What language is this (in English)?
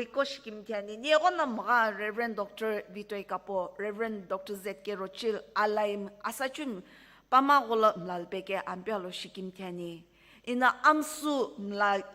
Sumi Naga